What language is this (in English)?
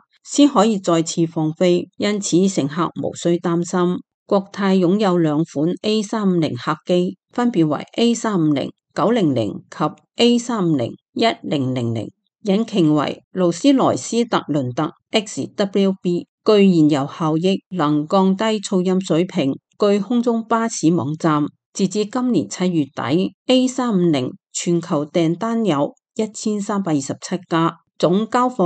Cantonese